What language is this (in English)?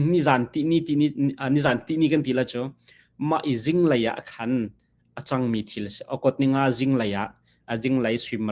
Hakha Chin